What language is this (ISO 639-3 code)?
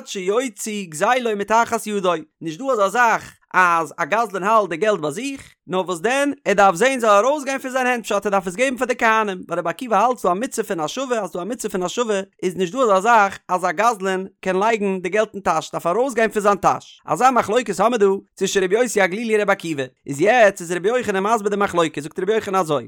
yid